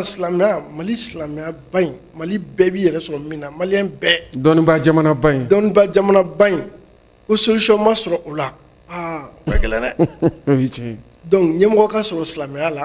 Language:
Bambara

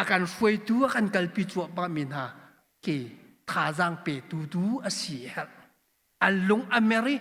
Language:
Hakha Chin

